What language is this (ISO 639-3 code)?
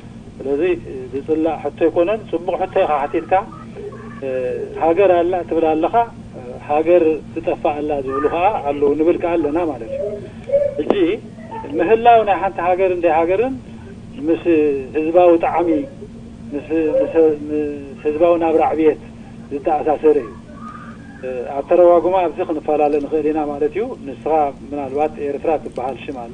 tir